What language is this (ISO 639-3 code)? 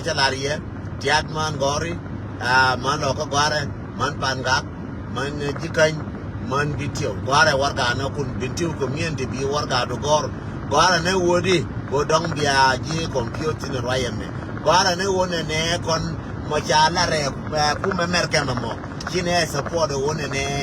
nus